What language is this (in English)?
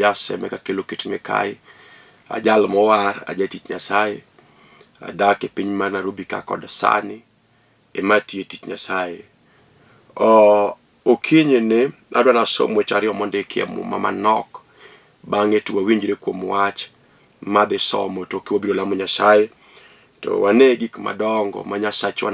Luo (Kenya and Tanzania)